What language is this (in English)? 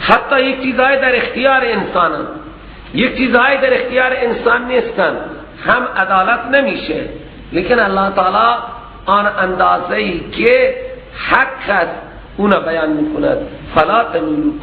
Persian